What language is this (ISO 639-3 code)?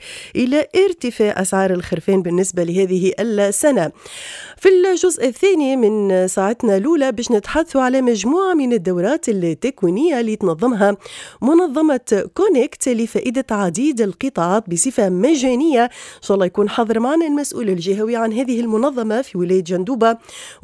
aeb